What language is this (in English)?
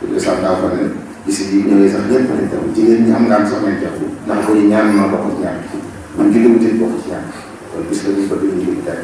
Wolof